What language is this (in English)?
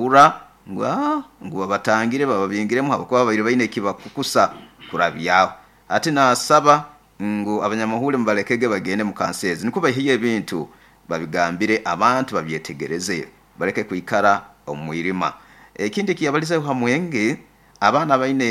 Nyoro